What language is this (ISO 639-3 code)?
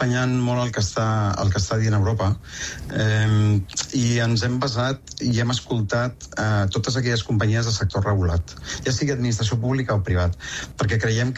cat